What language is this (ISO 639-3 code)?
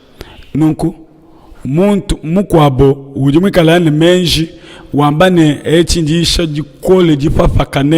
lua